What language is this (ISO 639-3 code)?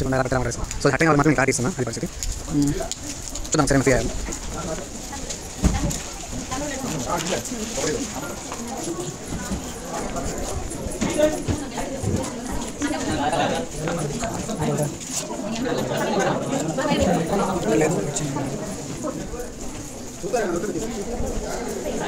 tel